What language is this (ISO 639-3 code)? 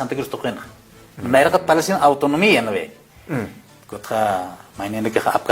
aym